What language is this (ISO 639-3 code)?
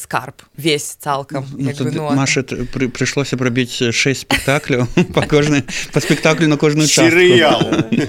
bel